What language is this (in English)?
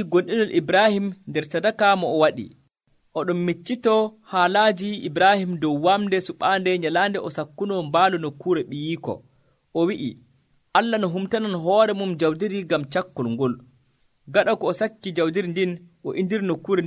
Nigerian Fulfulde